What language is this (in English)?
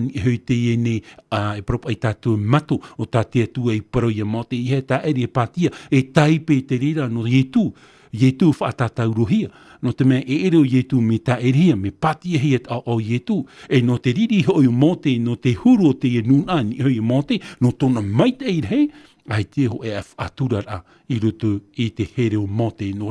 Tahitian